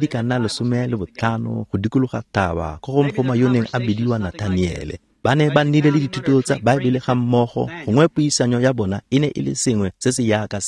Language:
Tswana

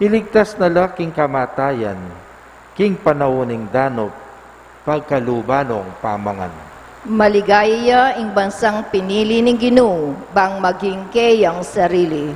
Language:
Pampanga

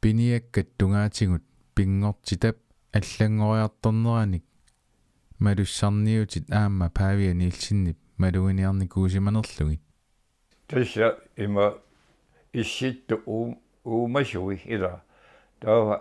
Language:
Kalaallisut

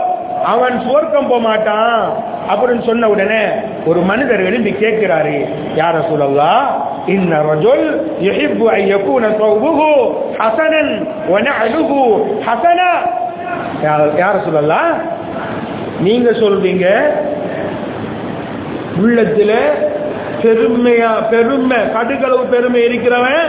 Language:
Tamil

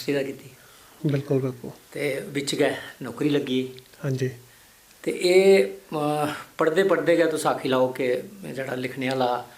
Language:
Dogri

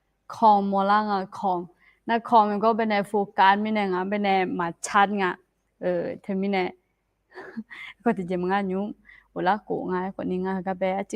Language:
Akha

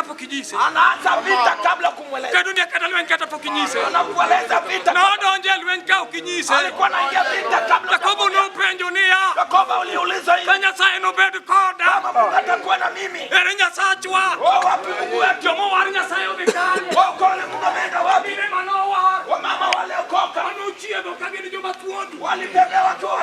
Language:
Luo (Kenya and Tanzania)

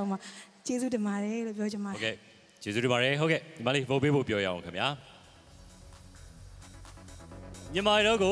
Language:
Burmese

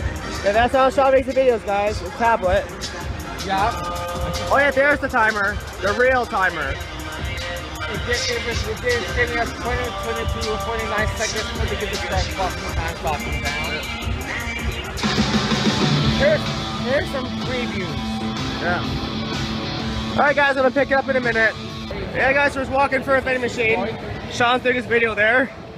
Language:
English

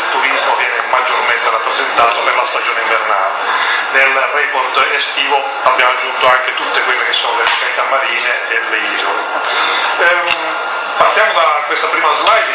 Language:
Italian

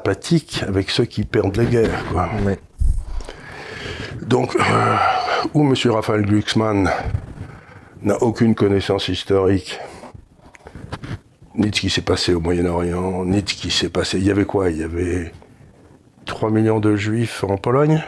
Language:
French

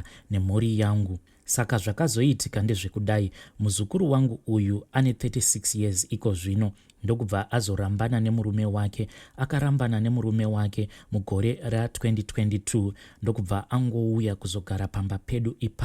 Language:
Shona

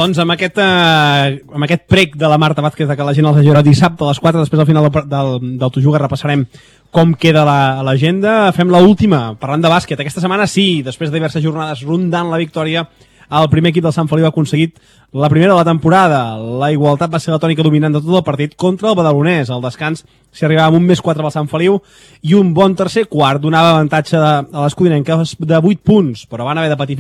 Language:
Catalan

